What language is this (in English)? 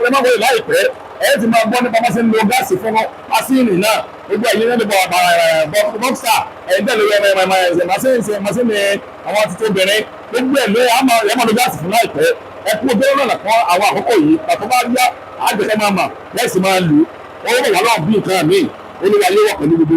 Yoruba